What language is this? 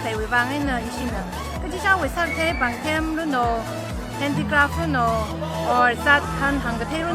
Tangkhul Naga (India)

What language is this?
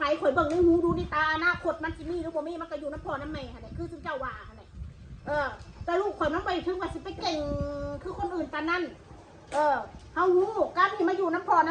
Northeastern Thai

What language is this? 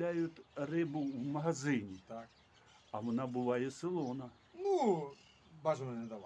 Ukrainian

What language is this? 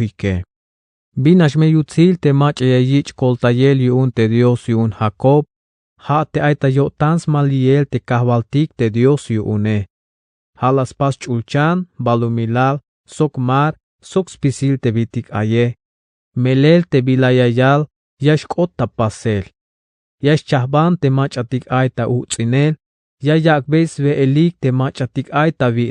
Tzeltal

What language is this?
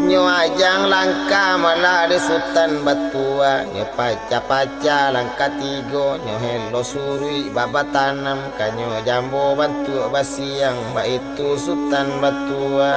Minangkabau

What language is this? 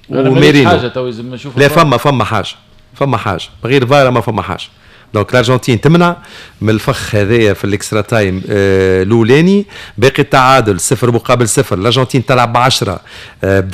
Tunisian Arabic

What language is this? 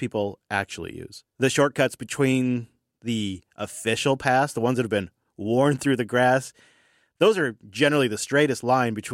English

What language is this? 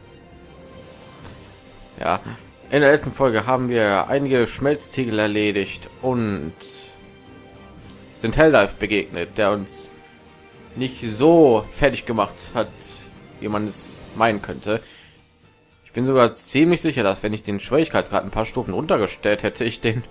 German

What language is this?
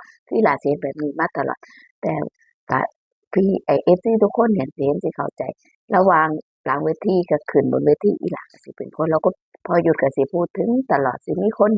Northeastern Thai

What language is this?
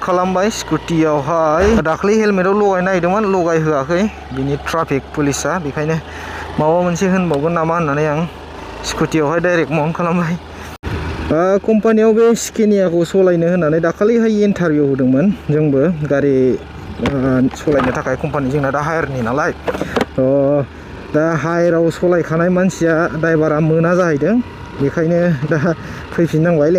Bodo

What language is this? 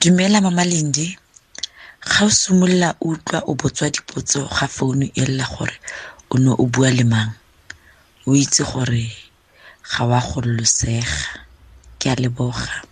Tswana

